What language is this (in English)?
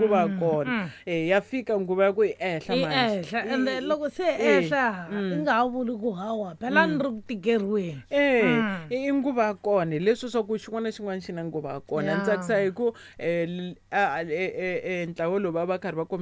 Tsonga